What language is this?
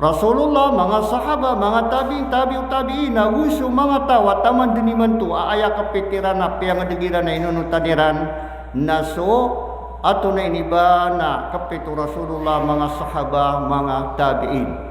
Maranao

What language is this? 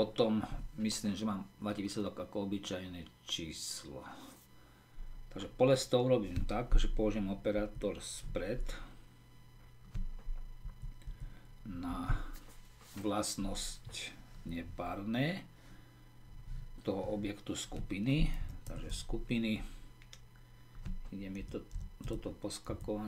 Slovak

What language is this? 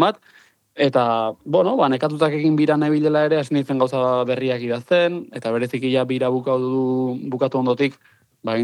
Basque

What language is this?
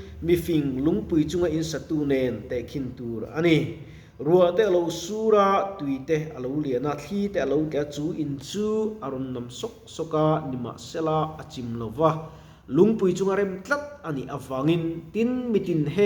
Mizo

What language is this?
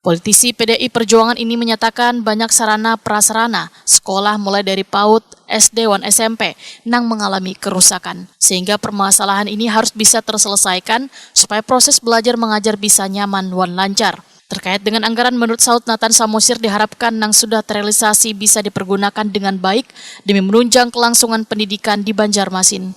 Banjar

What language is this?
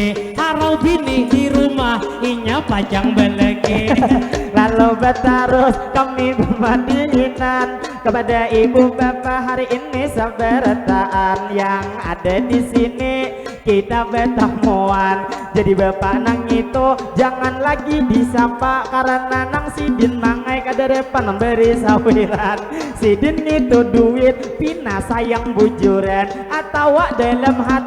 Banjar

